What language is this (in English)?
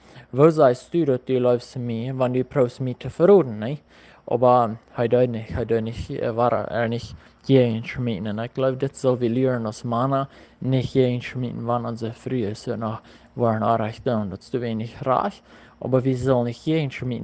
Plautdietsch